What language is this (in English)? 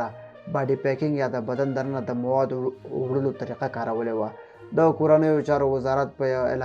Pashto